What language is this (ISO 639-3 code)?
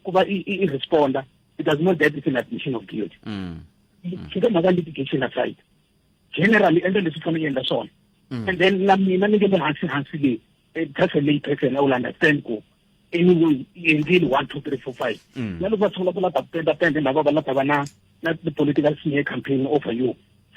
tso